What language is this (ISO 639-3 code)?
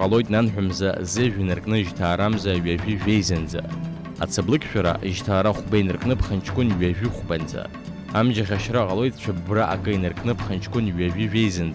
abk